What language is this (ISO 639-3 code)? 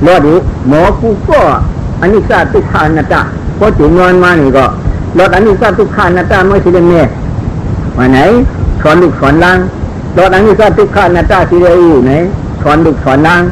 shn